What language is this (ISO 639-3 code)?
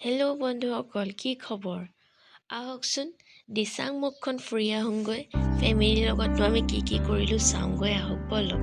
asm